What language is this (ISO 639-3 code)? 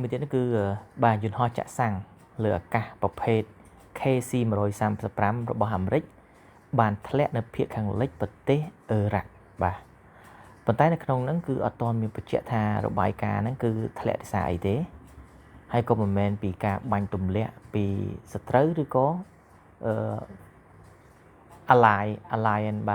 khm